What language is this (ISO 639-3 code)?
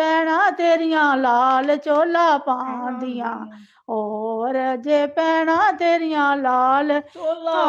doi